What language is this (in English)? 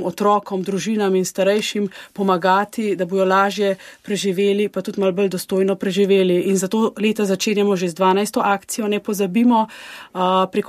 Slovenian